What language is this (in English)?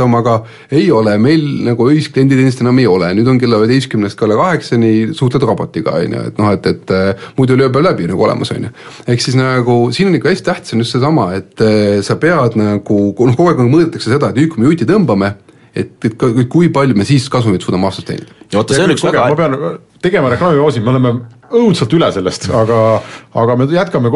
Estonian